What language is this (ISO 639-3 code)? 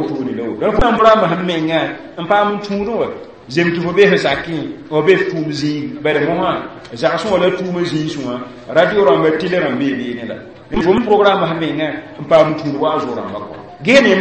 mos